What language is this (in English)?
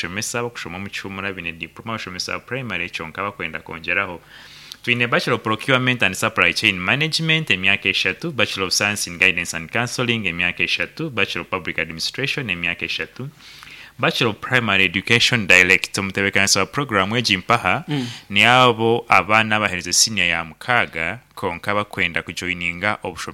Nyankole